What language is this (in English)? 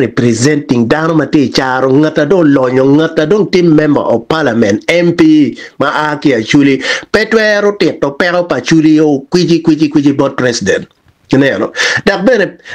Acoli